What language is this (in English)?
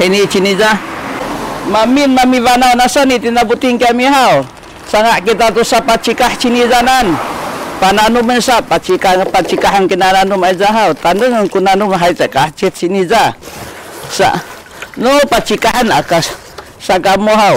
Sakizaya